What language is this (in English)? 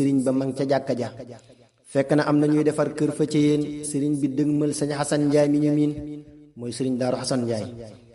Wolof